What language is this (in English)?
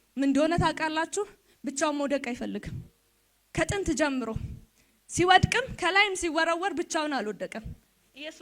Amharic